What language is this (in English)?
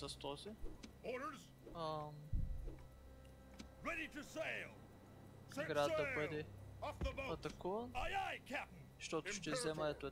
Bulgarian